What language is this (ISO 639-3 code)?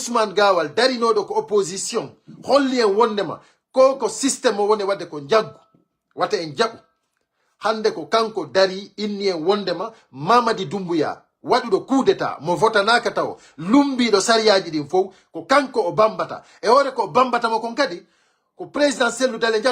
fuf